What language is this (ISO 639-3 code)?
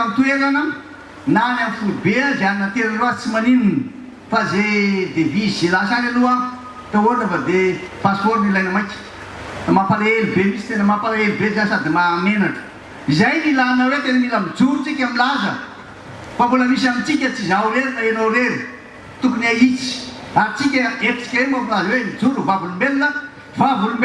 mlg